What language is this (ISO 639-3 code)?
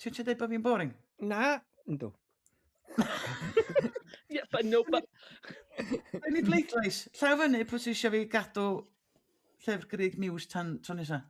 cym